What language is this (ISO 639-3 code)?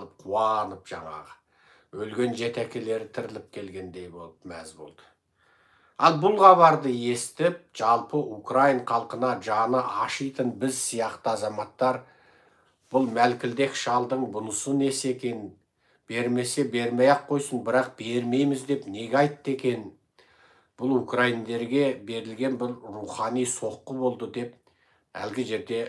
kaz